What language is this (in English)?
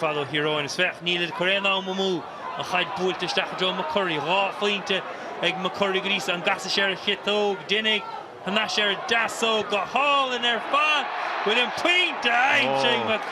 Irish